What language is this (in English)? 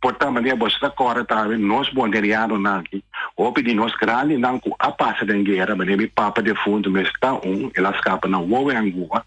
Papiamento